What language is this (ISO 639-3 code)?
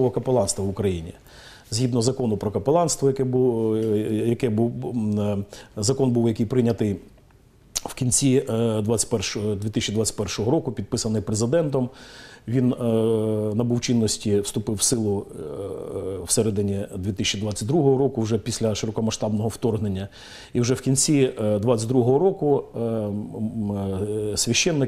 ukr